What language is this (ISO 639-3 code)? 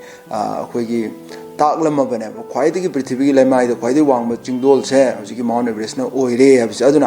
mni